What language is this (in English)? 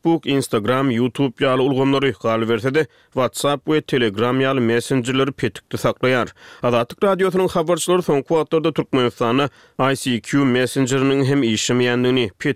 Turkmen